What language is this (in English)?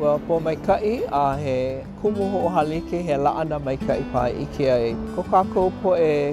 Hawaiian